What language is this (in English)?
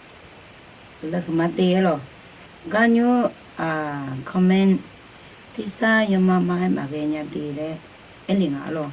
Akha